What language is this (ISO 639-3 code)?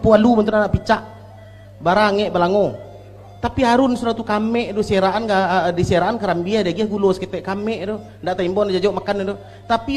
min